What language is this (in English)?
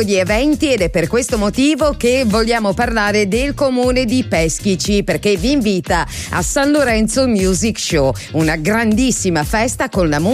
Italian